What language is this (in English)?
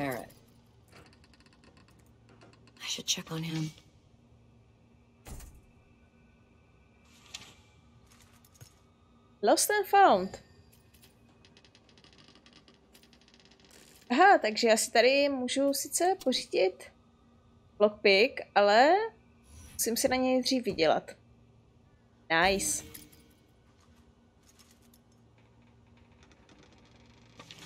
Czech